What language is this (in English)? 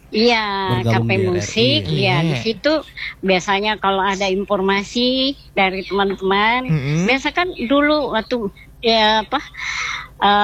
Indonesian